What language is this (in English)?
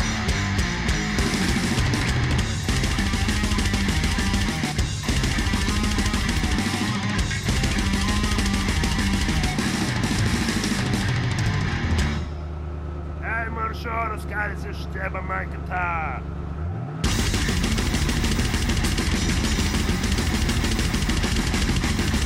Bulgarian